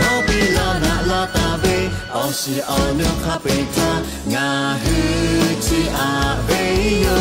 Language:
Lahu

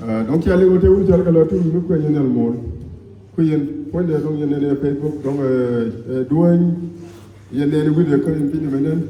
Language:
Nuer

